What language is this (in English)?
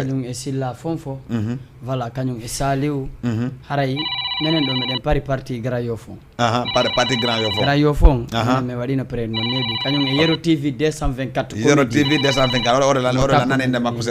Fula